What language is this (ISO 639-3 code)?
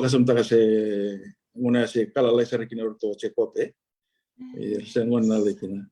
fij